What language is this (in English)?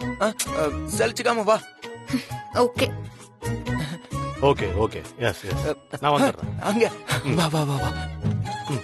Tamil